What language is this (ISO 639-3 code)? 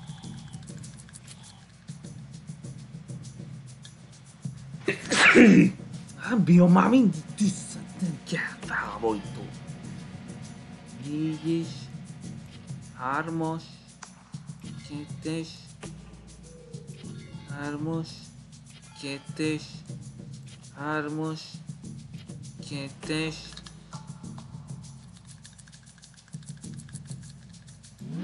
hun